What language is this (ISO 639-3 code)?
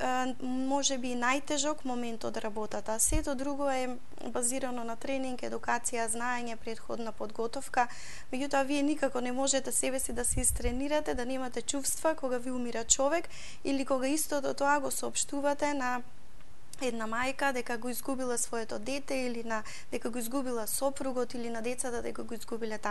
mkd